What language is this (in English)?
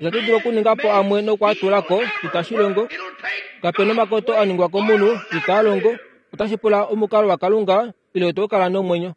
Kuanyama